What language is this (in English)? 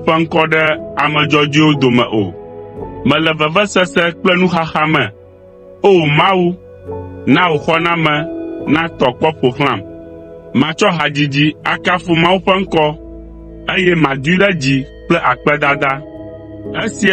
Ewe